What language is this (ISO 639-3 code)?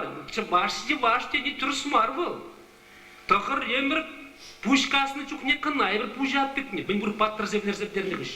chv